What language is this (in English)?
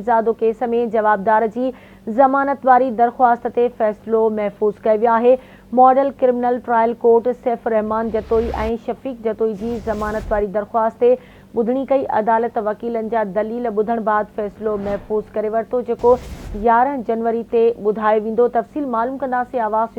Sindhi